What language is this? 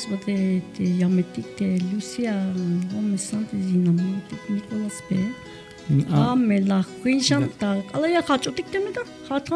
Tzeltal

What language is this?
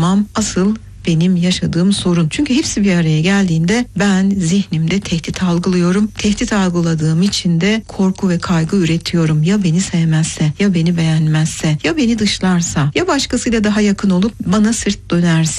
Turkish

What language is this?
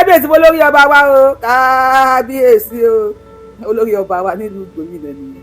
Yoruba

